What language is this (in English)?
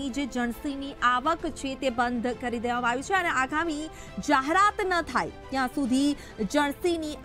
Gujarati